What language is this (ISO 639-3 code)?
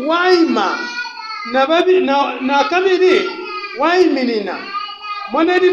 bem